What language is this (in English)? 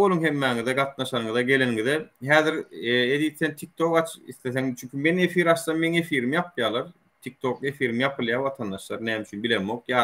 Turkmen